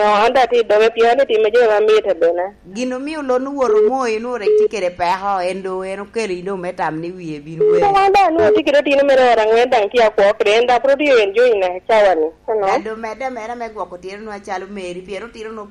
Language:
Lango (Uganda)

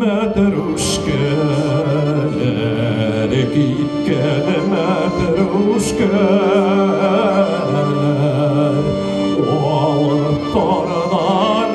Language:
Bashkir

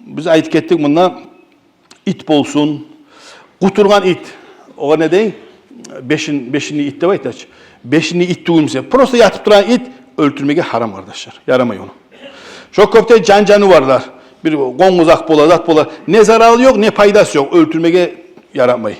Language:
Kumyk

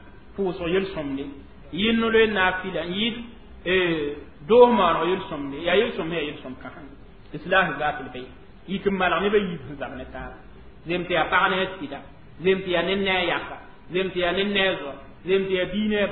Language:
Mossi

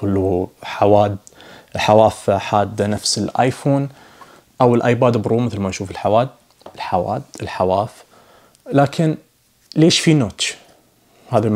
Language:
Najdi Arabic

